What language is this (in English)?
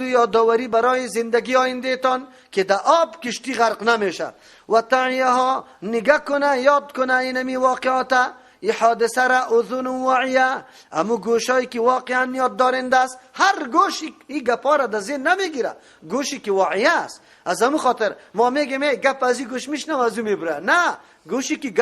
Persian